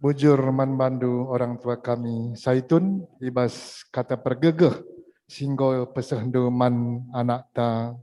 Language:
Batak Karo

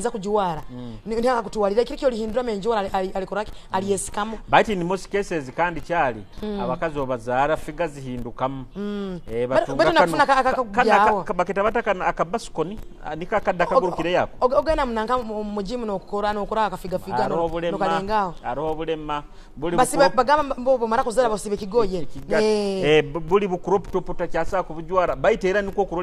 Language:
Nyoro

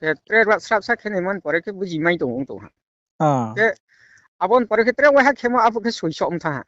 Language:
Riang (India)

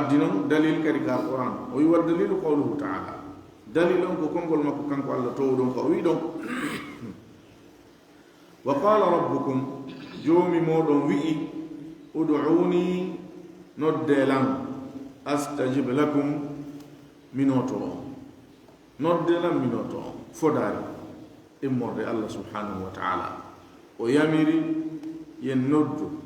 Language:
Fula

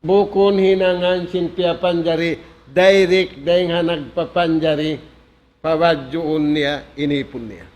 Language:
Tausug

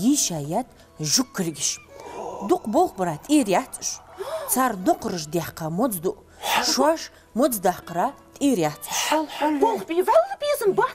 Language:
Ingush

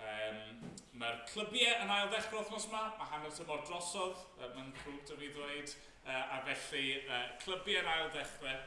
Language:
Welsh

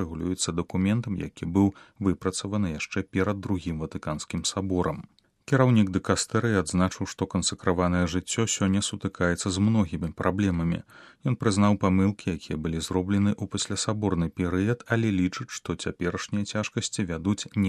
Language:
Belarusian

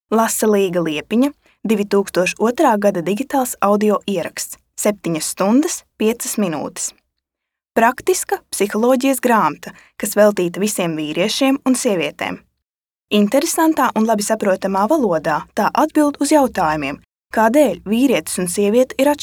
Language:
Latvian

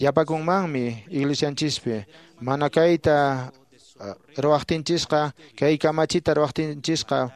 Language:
Quechua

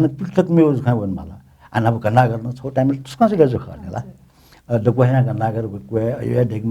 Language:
Newari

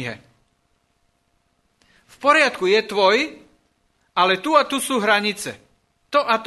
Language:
Slovak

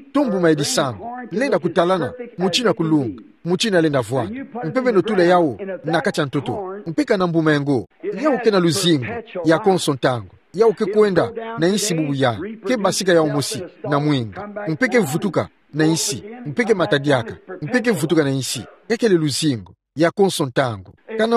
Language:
Kituba (Democratic Republic of Congo)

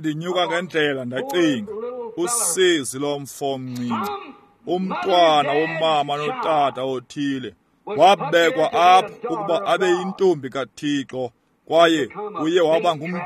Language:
Xhosa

